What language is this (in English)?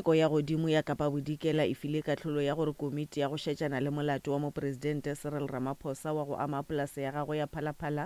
Northern Sotho